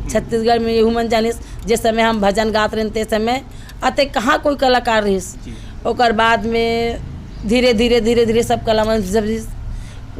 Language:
Chhattisgarhi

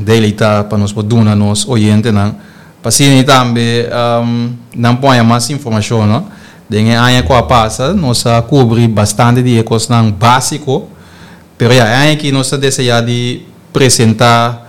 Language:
Papiamento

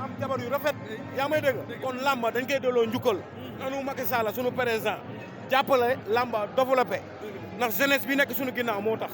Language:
Wolof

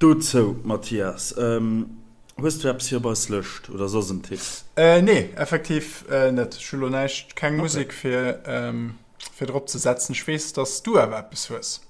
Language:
Luxembourgish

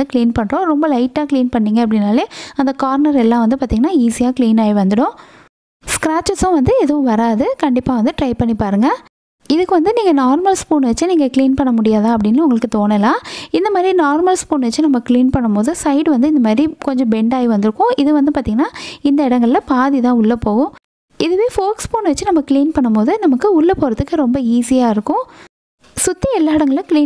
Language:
Tamil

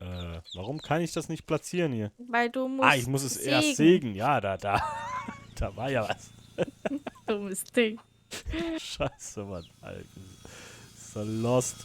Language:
Swiss German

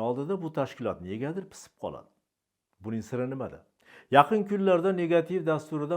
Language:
Uzbek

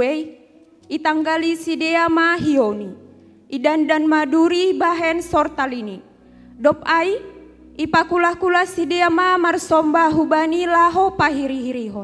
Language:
Batak Simalungun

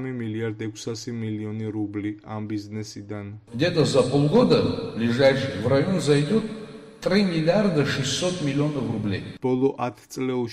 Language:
Georgian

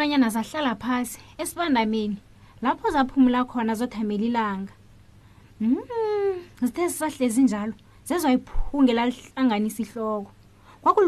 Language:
South Ndebele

